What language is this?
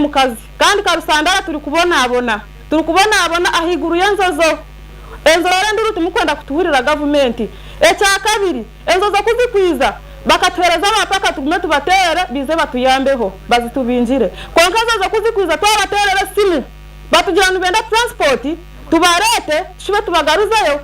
Nyankole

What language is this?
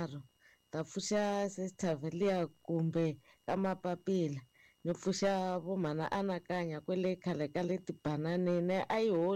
Tsonga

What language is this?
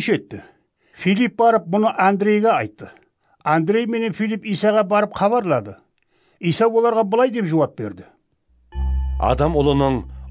Kara-Kalpak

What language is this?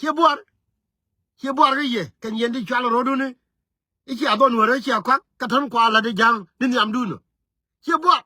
Nuer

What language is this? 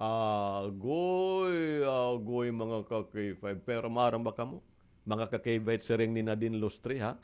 Waray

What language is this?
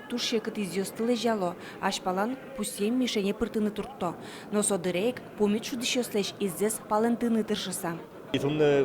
Udmurt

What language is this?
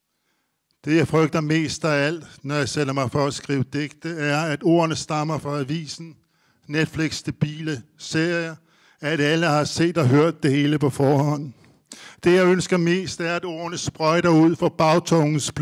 Danish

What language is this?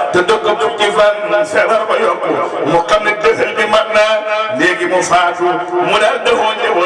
Wolof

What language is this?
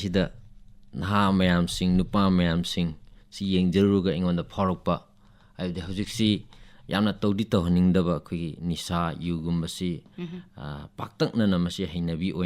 Manipuri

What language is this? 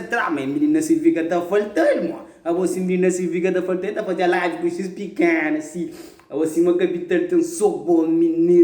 Kabuverdianu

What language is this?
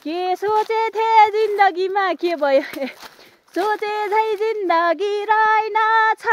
Nepali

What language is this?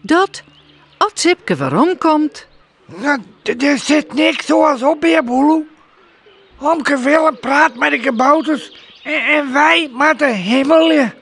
Western Frisian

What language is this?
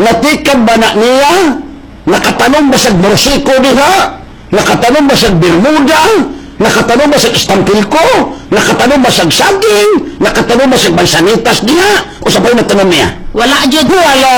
Cebuano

